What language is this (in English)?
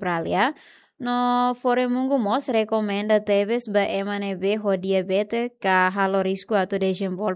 Tetum